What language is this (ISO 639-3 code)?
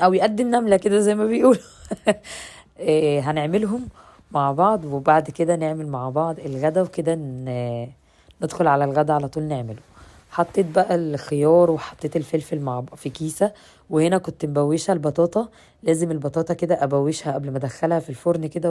arz